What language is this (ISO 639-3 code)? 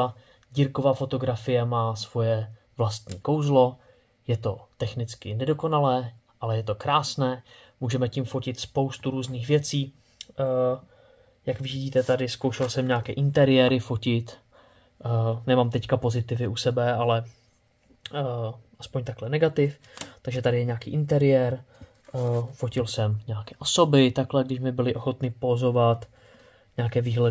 ces